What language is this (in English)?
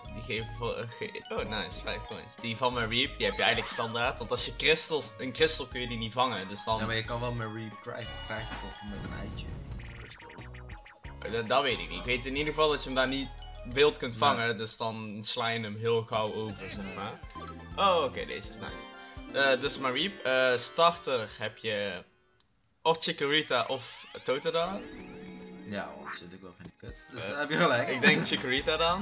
Dutch